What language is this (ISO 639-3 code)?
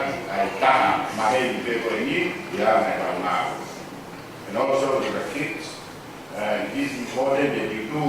ton